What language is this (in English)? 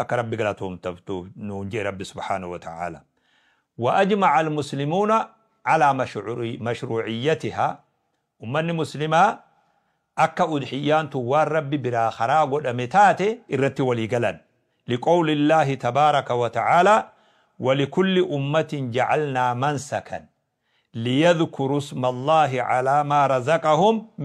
Oromo